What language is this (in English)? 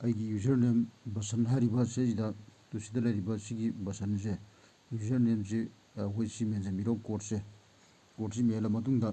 Manipuri